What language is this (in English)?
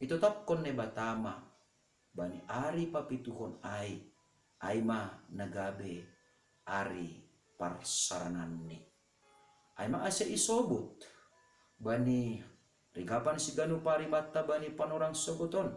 Batak Simalungun